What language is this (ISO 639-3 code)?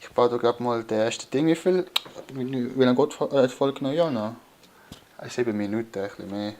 gsw